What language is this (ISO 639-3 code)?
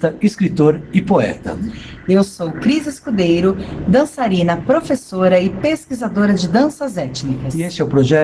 por